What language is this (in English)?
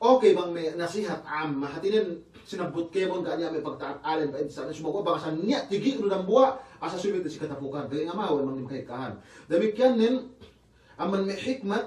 Yakan